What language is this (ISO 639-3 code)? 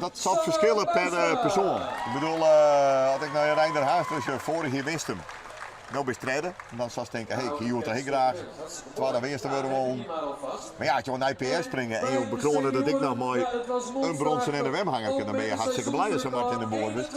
fry